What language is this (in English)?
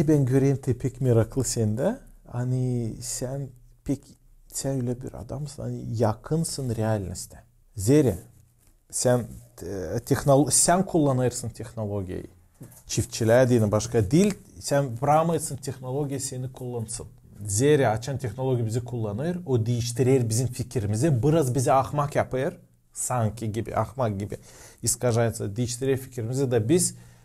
Gagauz